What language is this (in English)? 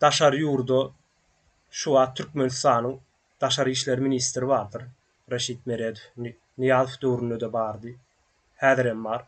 Turkmen